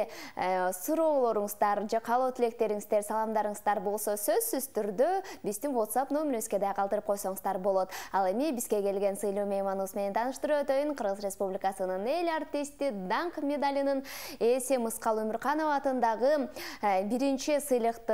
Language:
Kyrgyz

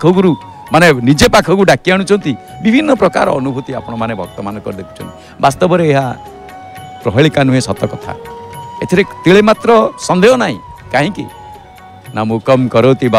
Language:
Odia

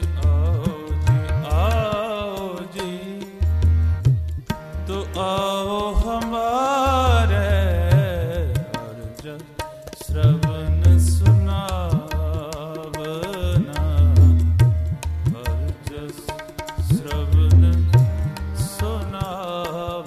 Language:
Punjabi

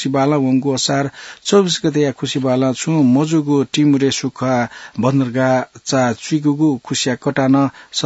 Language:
Newari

